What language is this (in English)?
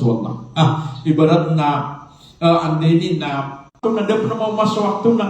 Maranao